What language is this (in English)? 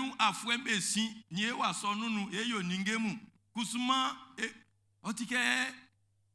Baoulé